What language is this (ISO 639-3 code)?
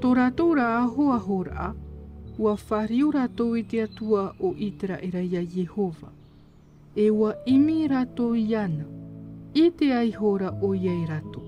tah